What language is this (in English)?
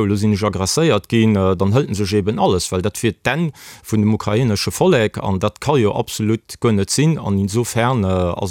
Luxembourgish